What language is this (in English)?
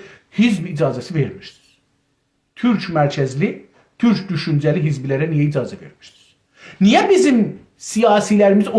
South Azerbaijani